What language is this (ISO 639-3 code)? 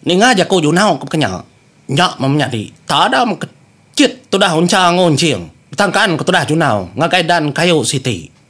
iba